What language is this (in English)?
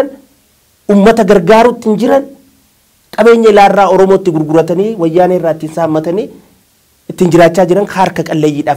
Oromo